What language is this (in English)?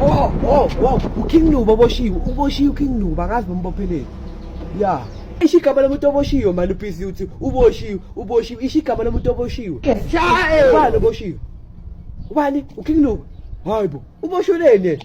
Zulu